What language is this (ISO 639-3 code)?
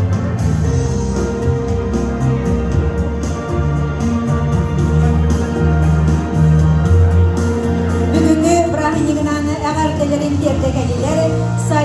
sah